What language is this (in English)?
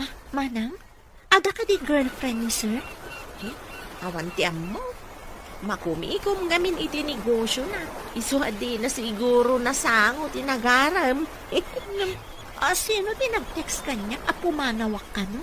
Iloko